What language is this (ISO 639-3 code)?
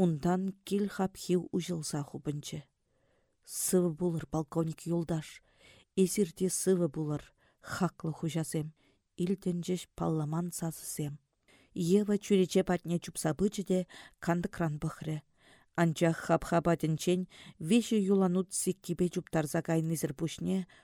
chv